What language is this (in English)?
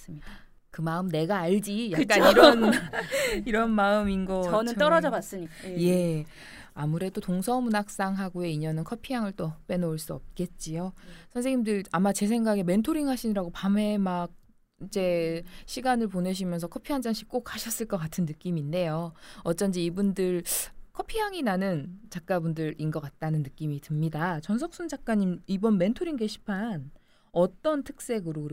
Korean